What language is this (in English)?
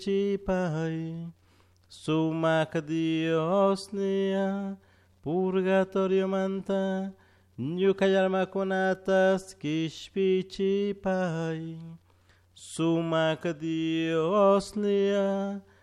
Chimborazo Highland Quichua